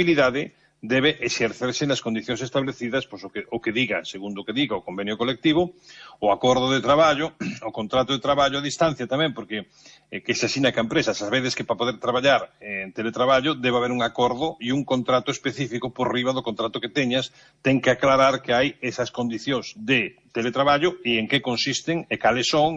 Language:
Galician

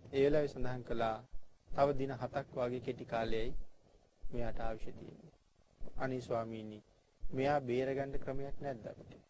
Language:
Sinhala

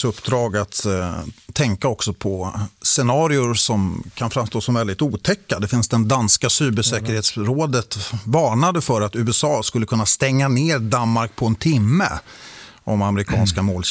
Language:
Swedish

